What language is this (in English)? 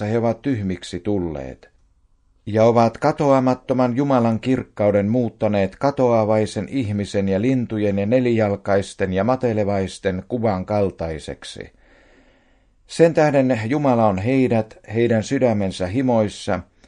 Finnish